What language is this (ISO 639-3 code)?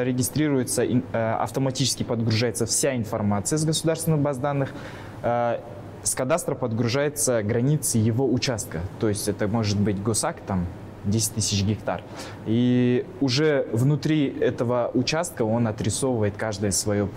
rus